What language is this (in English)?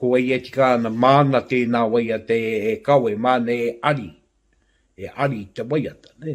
Māori